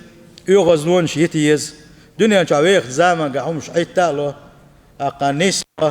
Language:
Chechen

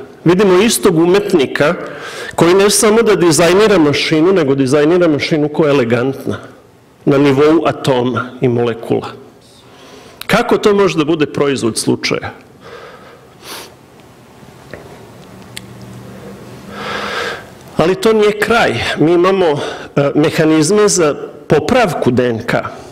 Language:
Serbian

